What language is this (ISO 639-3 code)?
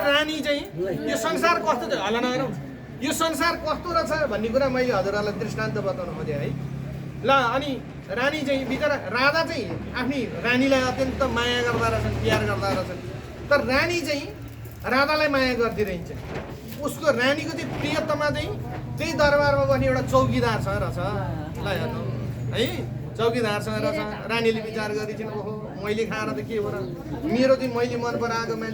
nep